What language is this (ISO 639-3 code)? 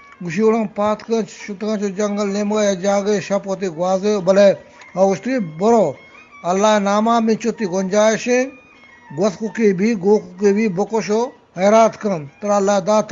bgp